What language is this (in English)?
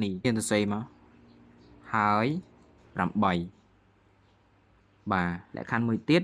Khmer